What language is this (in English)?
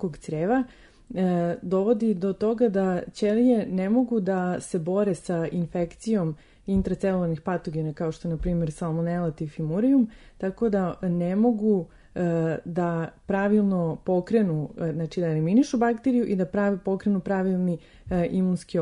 Serbian